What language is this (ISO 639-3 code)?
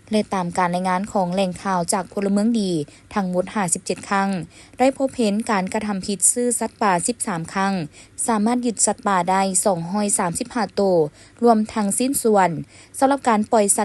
lao